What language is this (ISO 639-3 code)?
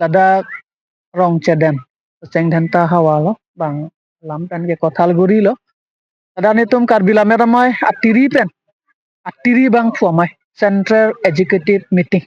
mjw